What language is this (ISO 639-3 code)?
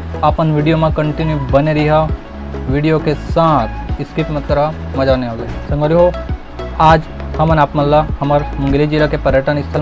hne